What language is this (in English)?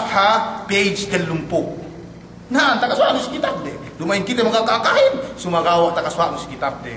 Yakan